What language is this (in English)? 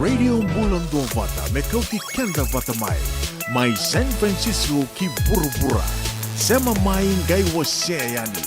Fijian